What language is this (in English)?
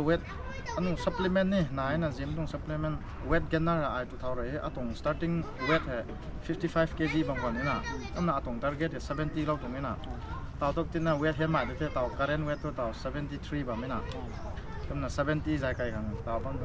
Rongmei Naga